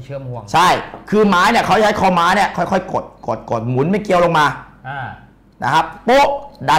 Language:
Thai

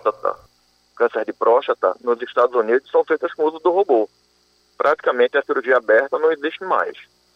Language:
Portuguese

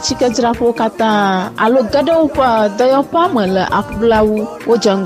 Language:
Ewe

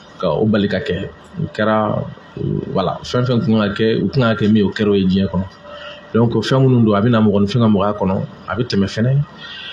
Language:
Bambara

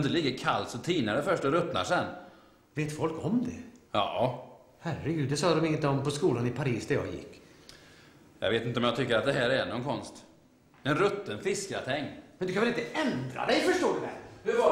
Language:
Swedish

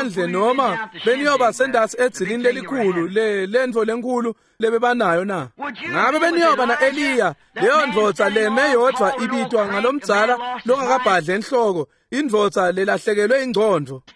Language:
Swati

